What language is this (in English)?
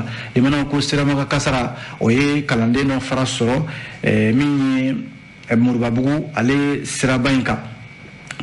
Bambara